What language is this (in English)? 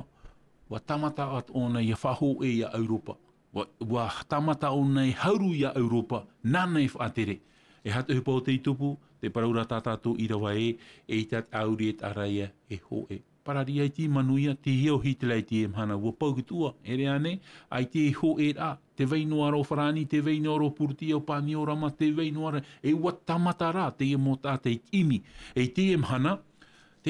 Tahitian